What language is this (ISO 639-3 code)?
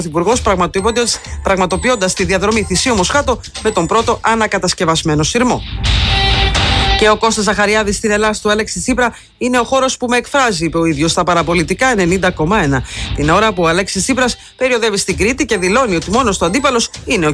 ell